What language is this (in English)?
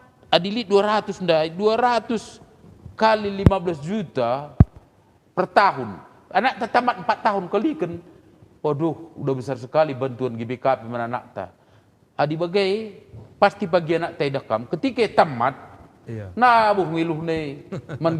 Batak Karo